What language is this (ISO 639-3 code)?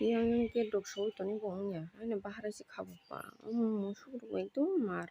trp